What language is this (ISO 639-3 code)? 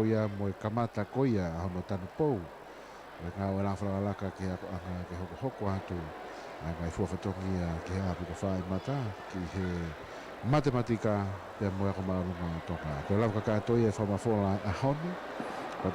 ton